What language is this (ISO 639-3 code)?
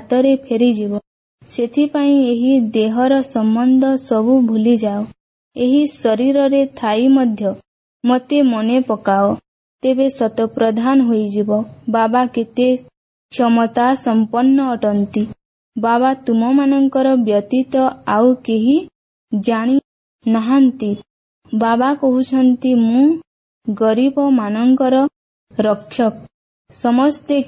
ori